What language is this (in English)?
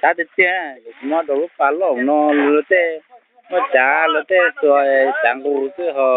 Hmong